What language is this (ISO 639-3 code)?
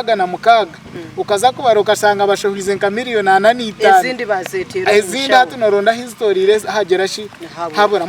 nyn